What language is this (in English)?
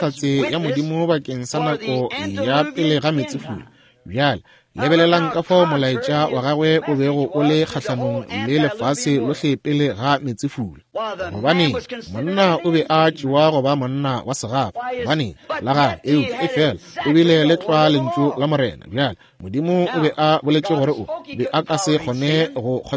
Northern Sotho